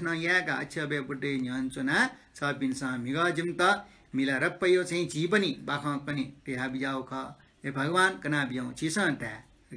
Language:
Newari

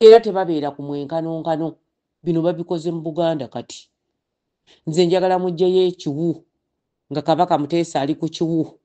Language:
Ganda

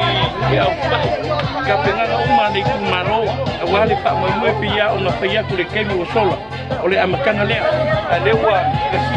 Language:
Samoan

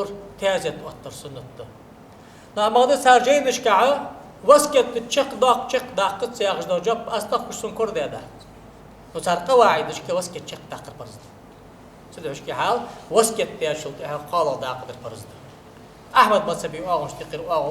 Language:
Ingush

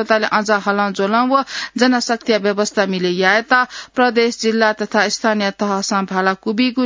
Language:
Newari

